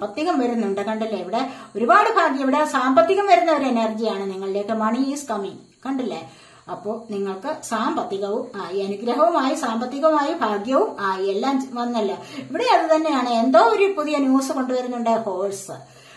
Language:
Malayalam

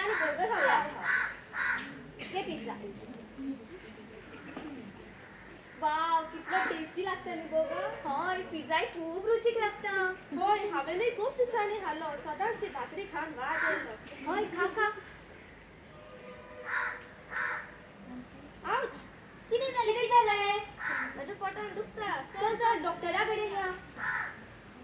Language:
Konkani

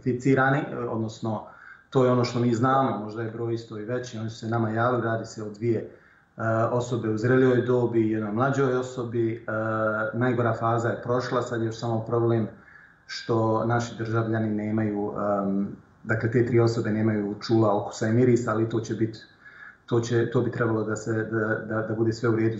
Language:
Bosnian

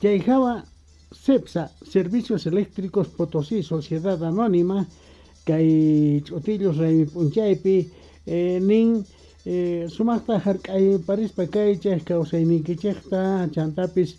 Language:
Quechua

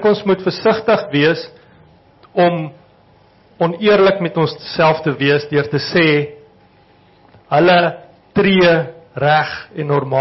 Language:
Afrikaans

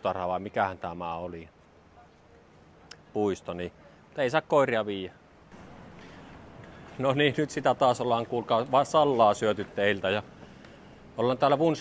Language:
Finnish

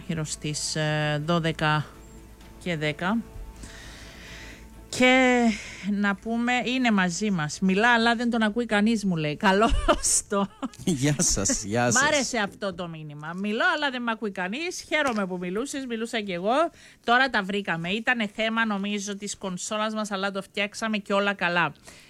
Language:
Greek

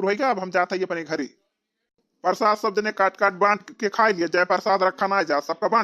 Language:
Awadhi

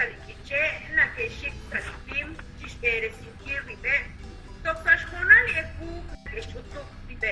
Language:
Kekchí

